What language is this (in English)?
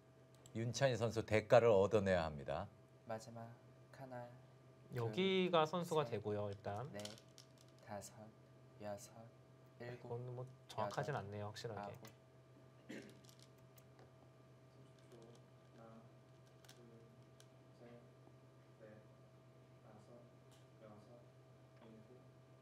Korean